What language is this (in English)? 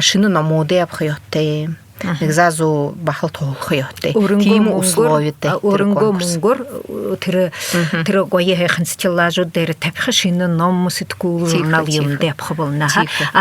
Buriat